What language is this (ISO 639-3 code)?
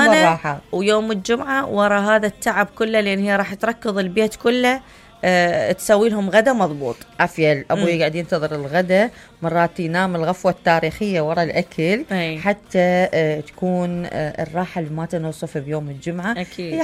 acm